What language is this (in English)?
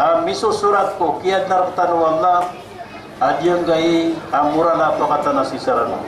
Maranao